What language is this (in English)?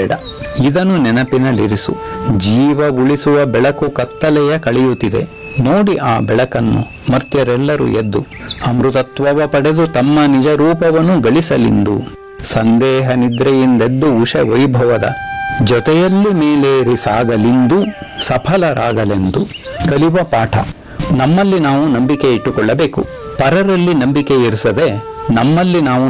Kannada